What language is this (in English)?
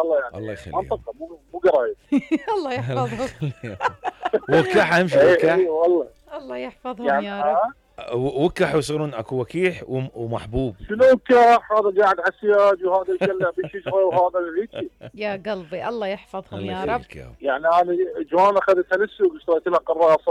Mesopotamian Arabic